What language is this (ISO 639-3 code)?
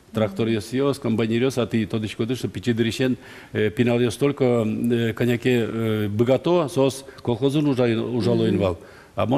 udm